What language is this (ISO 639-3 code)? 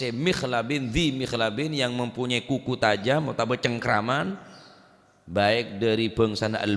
mad